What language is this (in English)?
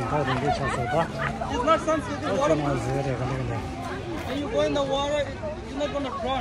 Tibetan